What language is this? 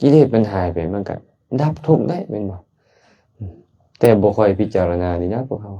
Lao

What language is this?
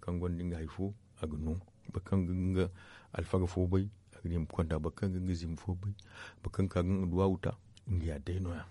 Zarma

